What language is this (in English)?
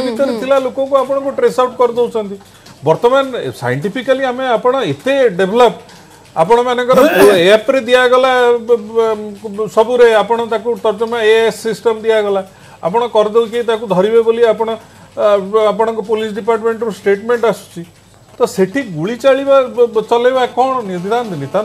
Odia